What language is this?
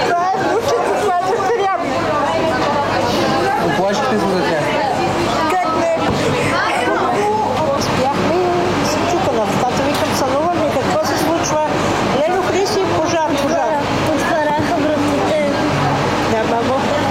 Bulgarian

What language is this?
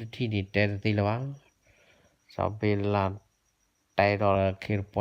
S'gaw Karen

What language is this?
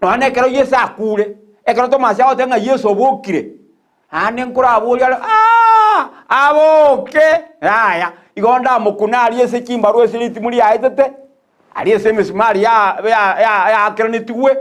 Gusii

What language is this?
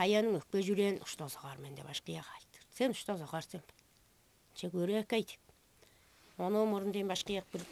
Tuvinian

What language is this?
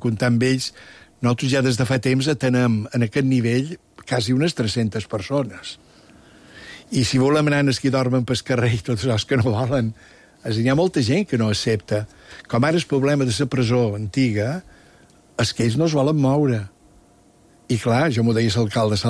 Catalan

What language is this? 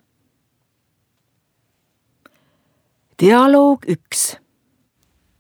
Estonian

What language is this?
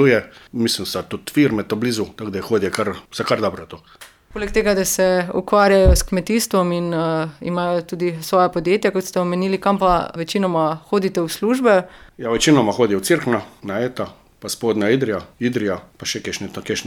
Slovenian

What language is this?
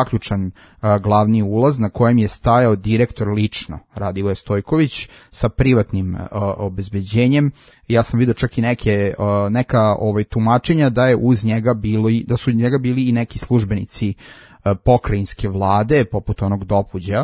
Serbian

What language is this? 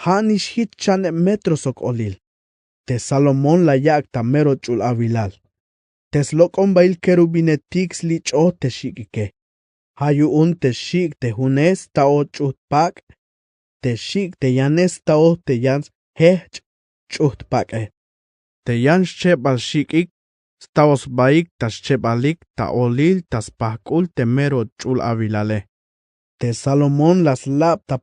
Tzeltal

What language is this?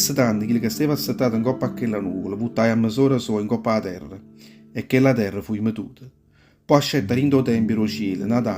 Neapolitan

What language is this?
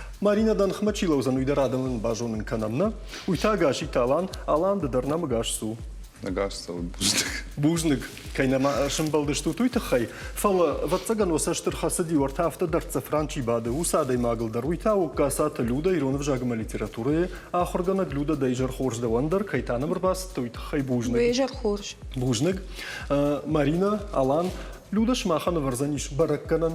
Ossetic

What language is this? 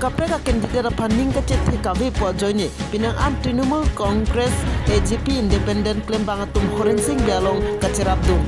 Karbi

